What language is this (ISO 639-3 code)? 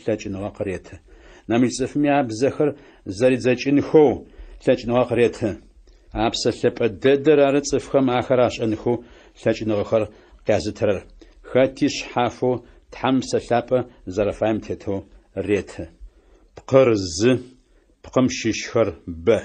ady